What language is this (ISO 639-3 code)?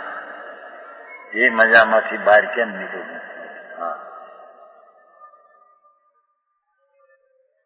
guj